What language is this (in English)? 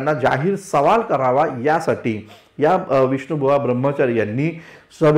Marathi